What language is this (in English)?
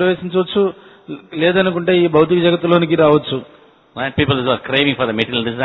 Telugu